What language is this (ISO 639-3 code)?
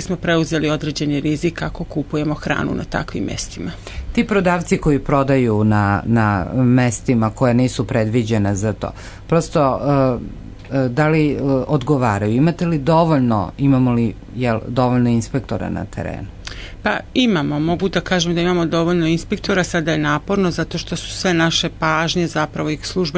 srp